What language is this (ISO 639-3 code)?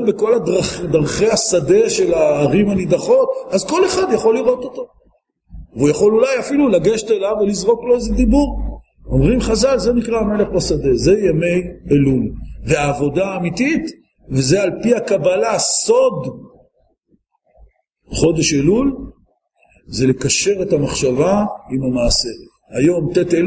heb